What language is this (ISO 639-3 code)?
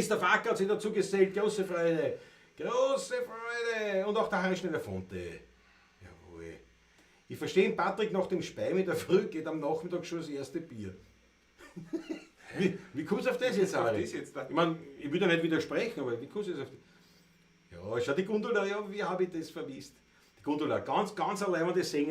bar